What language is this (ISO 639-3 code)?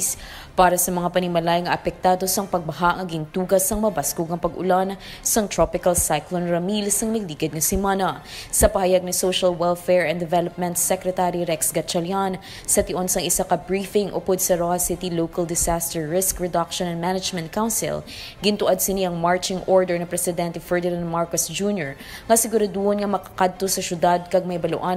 hil